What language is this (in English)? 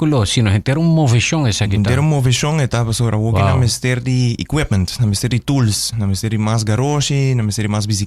Papiamento